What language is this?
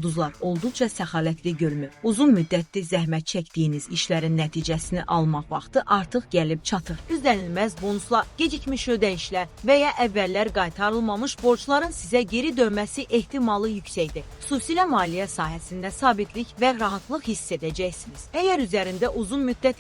Azerbaijani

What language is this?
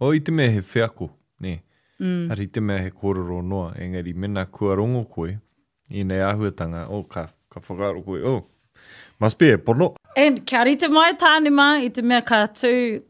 Māori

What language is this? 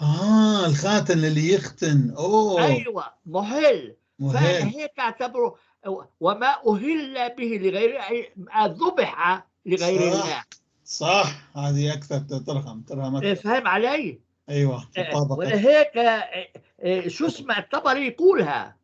North Levantine Arabic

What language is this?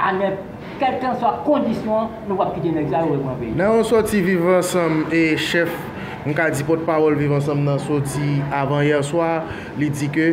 Haitian Creole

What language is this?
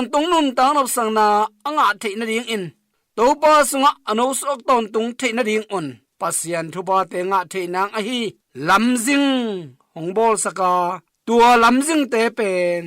Tedim Chin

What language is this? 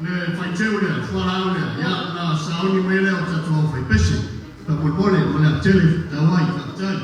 Samoan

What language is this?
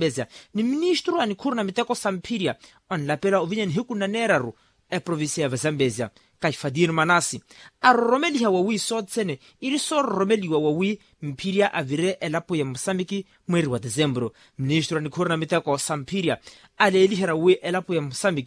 Makhuwa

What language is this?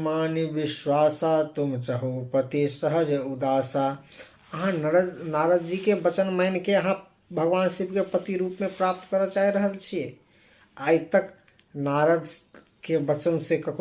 Maithili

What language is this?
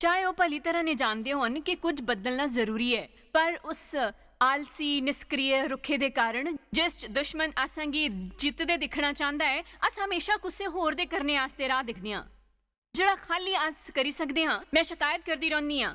Dogri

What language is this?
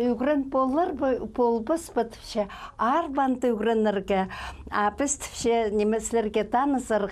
Khakas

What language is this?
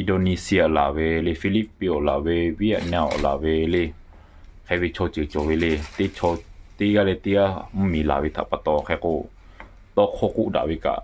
Lahu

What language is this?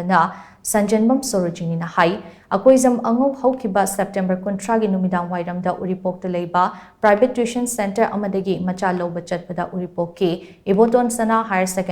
Manipuri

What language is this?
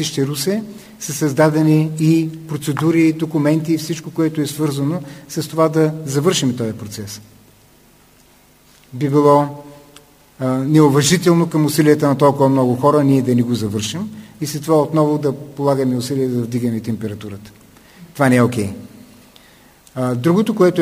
Bulgarian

